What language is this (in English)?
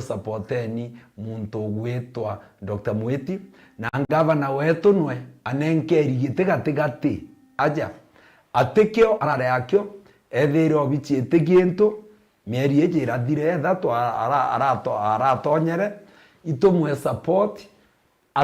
Meru